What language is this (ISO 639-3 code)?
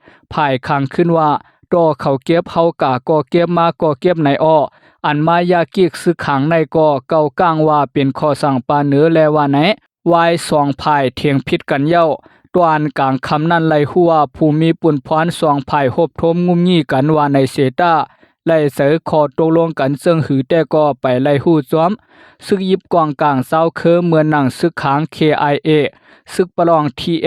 shn